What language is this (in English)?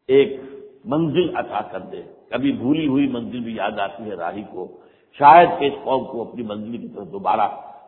Urdu